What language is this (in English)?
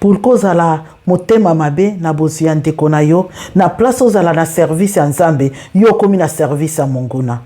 Lingala